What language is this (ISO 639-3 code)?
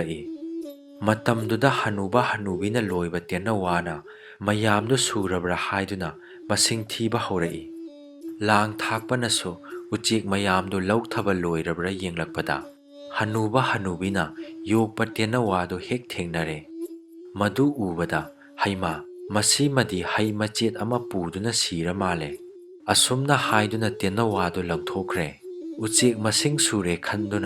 mni